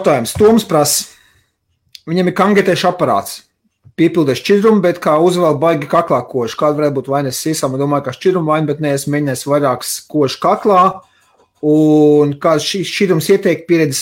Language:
Latvian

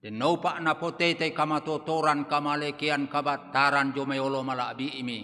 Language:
Toraja-Sa'dan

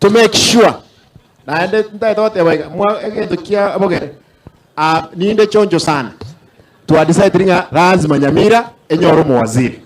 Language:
Gusii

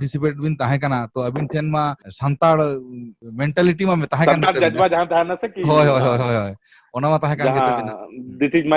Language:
Santali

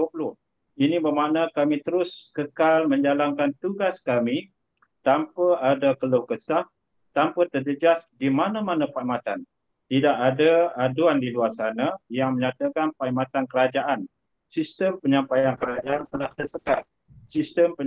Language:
Malay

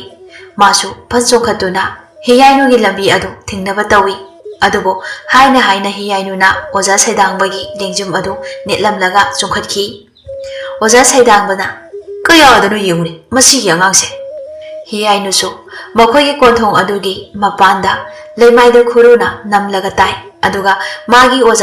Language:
Manipuri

